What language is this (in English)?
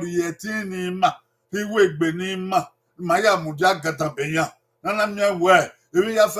Bini